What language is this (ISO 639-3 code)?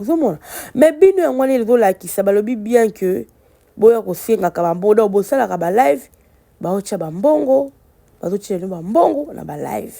lin